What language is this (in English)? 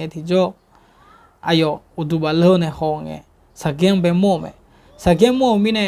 Akha